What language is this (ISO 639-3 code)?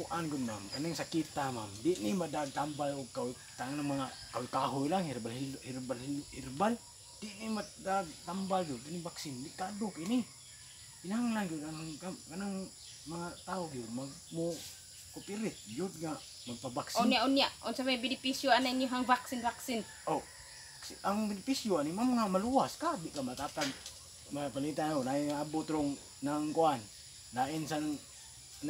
ceb